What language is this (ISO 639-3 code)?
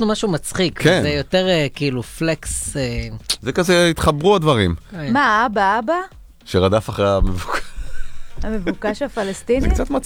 heb